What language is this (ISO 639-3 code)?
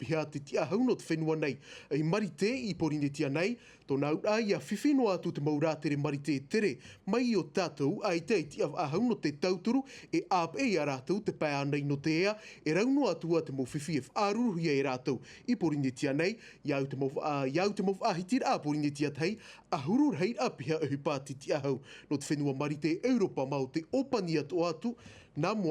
tah